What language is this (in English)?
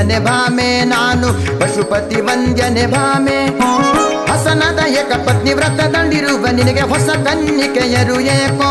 Kannada